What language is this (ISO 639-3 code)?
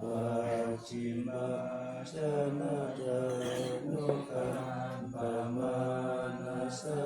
pli